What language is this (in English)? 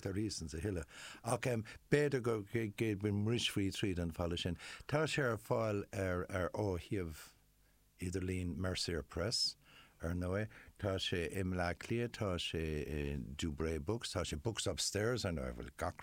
Irish